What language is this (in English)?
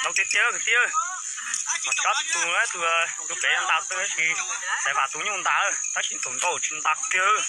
Hmong